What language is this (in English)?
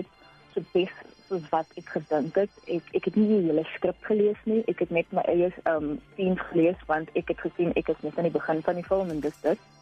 Afrikaans